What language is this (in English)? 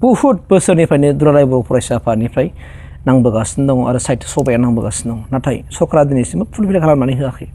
Bodo